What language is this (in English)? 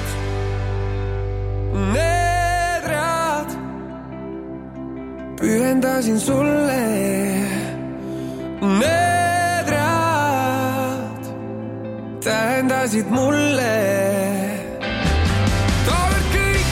Estonian